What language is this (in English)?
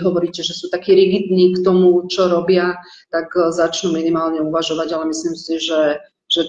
Slovak